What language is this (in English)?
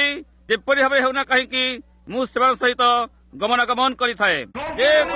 Odia